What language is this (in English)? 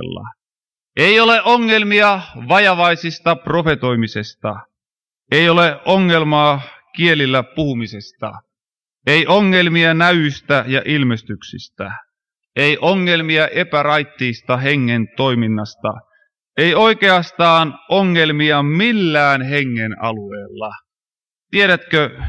Finnish